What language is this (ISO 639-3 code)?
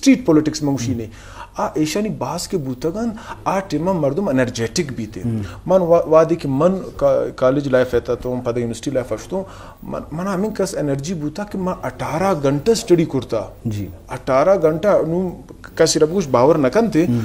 bal